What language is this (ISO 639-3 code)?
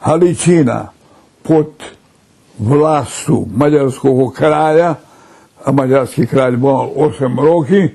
rue